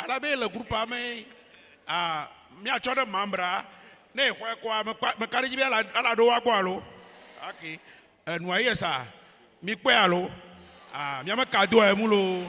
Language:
Ewe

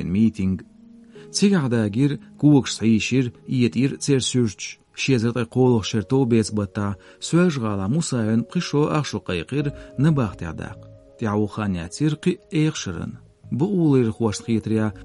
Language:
Chechen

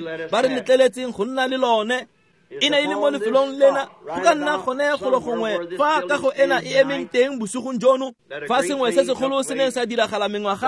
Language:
Tswana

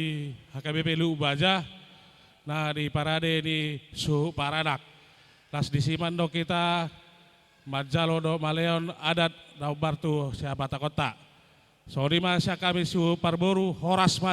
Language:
Batak Toba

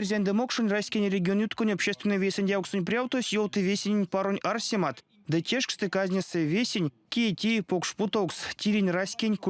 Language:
Erzya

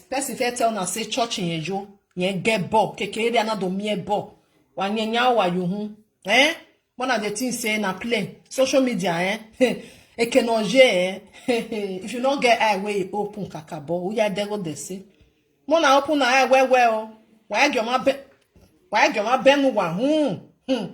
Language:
Nigerian Pidgin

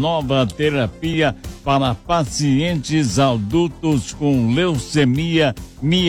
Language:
Portuguese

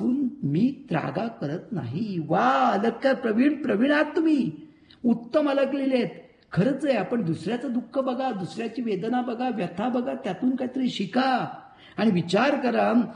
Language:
Marathi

